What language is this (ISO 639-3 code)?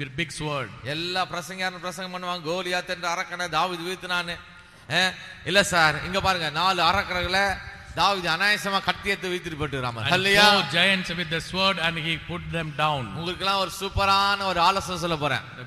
tam